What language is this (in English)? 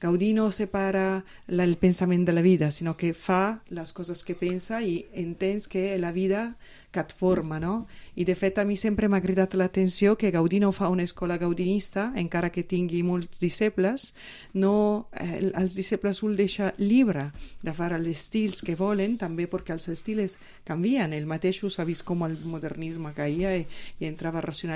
Catalan